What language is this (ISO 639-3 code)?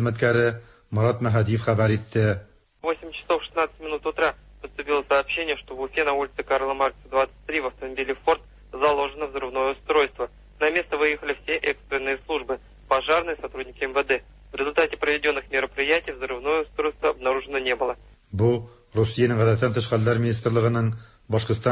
tat